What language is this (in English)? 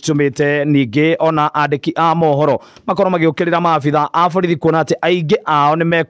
Kikuyu